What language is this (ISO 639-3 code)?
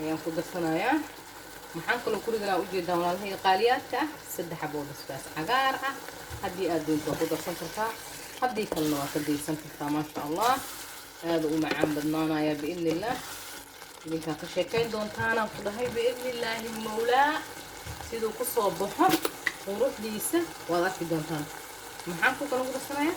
som